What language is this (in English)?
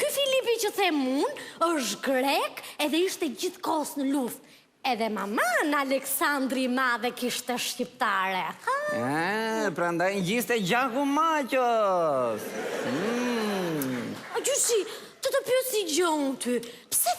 Albanian